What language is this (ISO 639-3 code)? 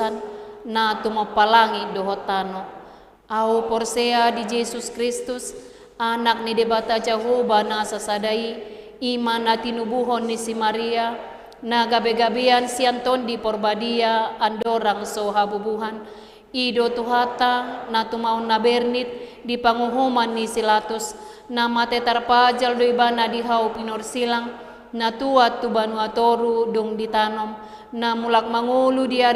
bbc